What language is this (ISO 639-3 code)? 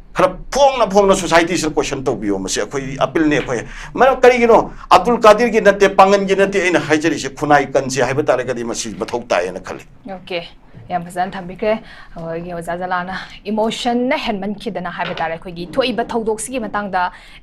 mni